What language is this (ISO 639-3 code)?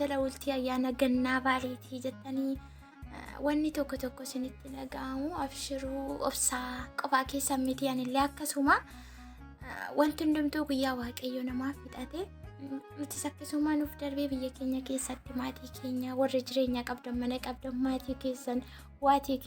orm